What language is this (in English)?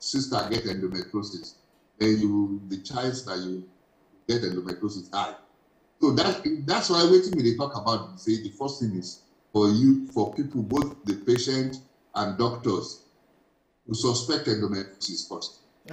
Nigerian Pidgin